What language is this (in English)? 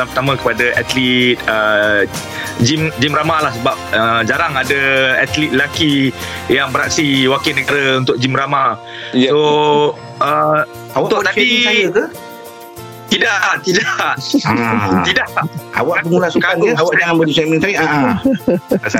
Malay